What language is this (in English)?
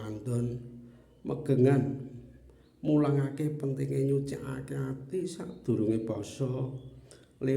Javanese